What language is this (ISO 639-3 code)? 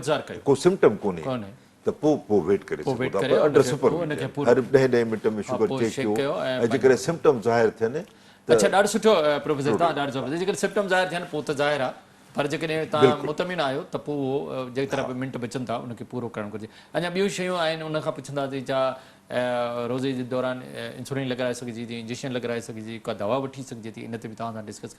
snd